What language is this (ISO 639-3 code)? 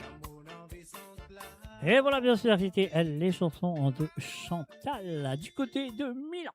mfe